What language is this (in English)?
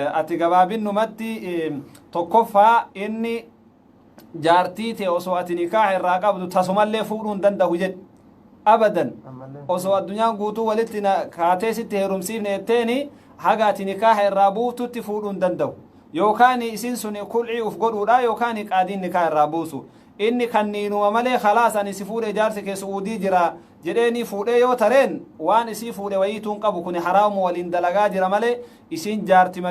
Oromo